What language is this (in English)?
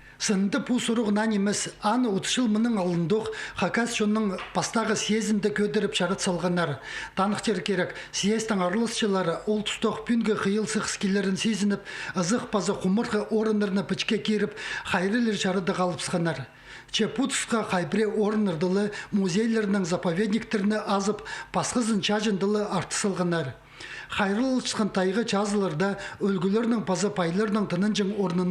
Khakas